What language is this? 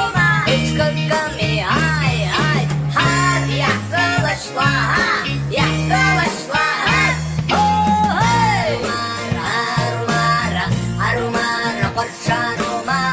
Abkhazian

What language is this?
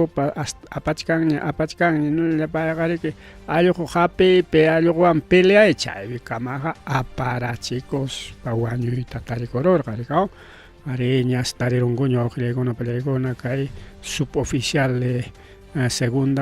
Ayacucho Quechua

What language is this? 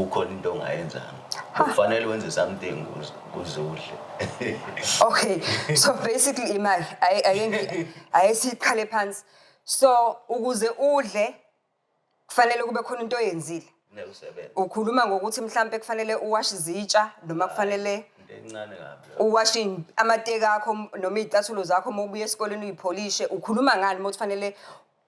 Zulu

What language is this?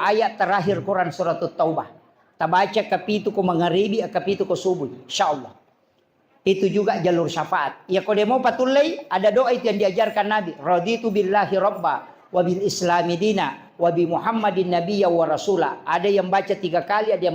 Buginese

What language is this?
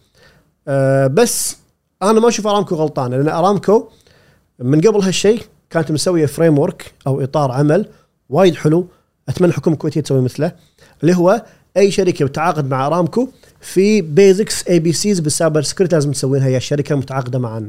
Gulf Arabic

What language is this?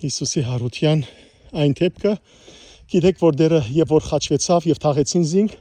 Western Armenian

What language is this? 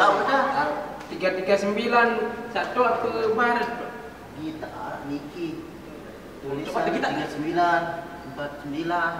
Sasak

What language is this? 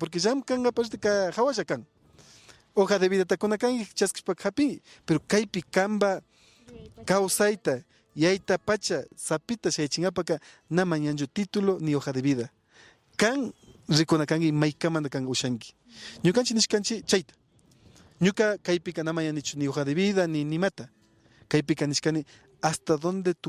Imbabura Highland Quichua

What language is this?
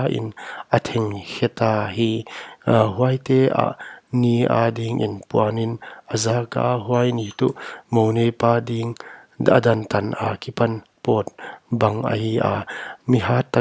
Paite Chin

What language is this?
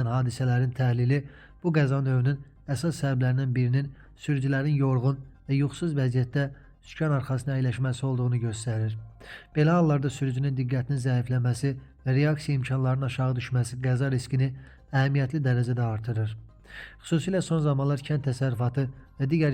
Azerbaijani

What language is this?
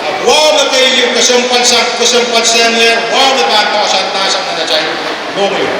Pohnpeian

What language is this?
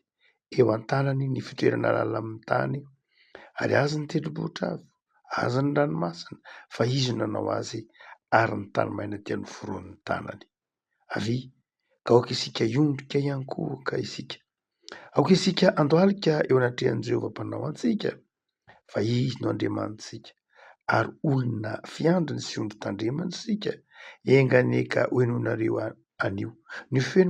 Malagasy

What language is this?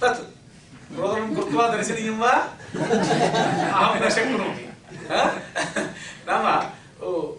Sanskrit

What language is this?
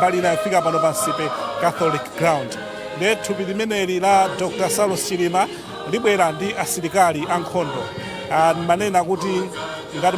Nyanja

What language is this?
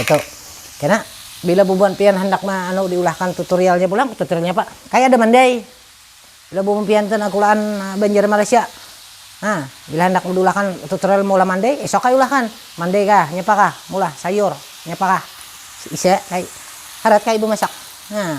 Banjar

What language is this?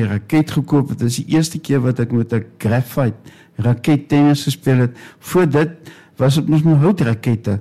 Afrikaans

